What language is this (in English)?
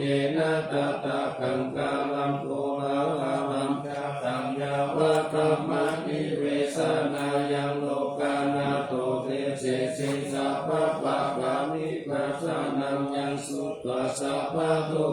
Pali